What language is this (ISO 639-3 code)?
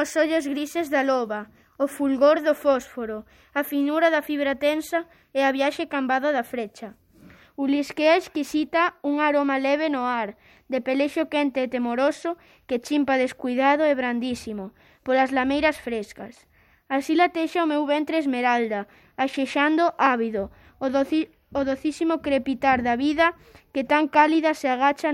glg